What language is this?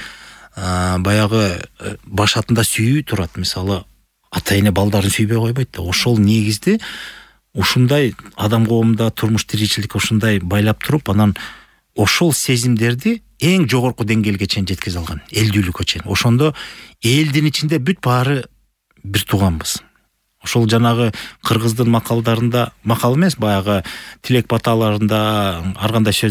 Kyrgyz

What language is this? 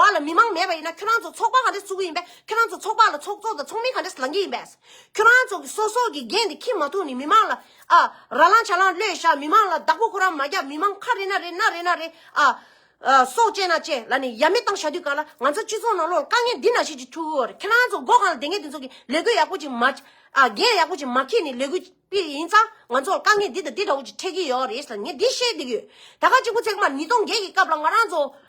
Tibetan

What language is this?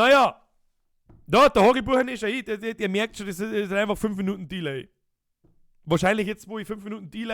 Bavarian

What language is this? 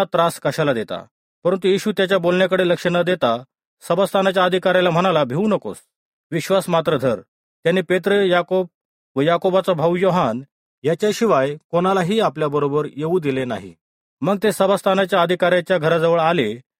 Marathi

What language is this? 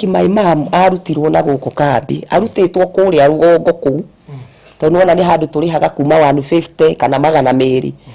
Kikuyu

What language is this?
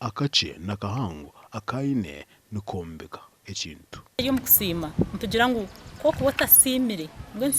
Nyankole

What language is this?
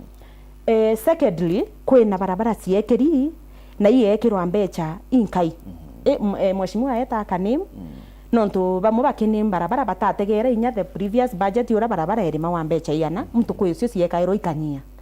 Meru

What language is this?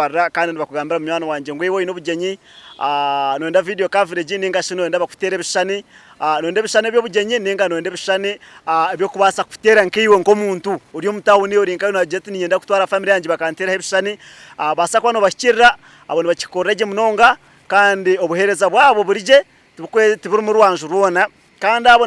Nyankole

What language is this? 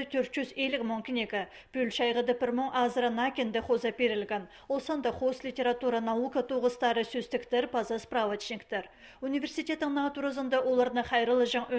Khakas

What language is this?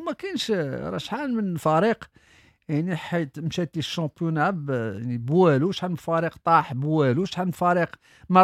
Moroccan Arabic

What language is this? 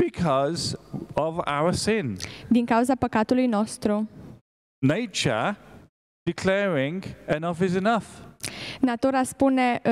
Romanian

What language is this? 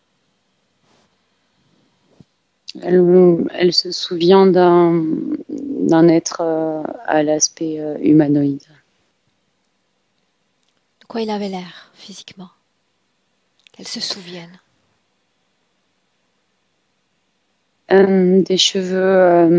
French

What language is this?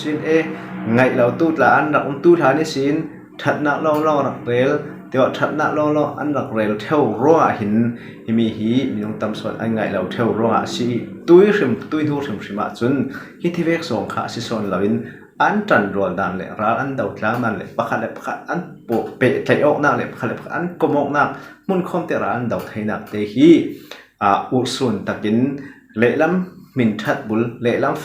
Falam Chin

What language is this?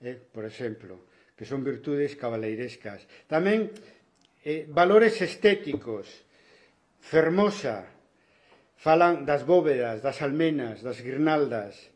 Galician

